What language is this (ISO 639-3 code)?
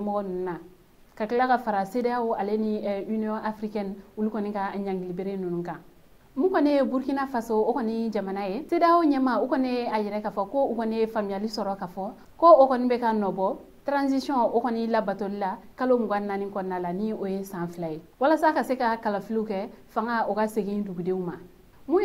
bam